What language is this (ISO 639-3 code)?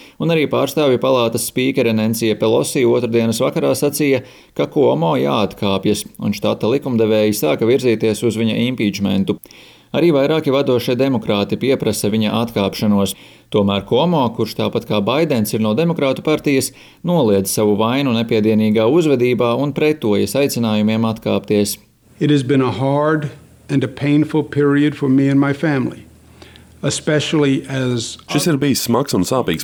lav